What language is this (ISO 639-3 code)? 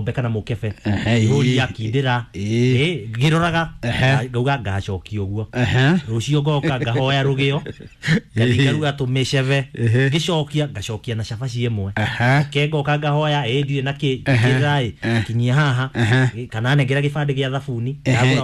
kik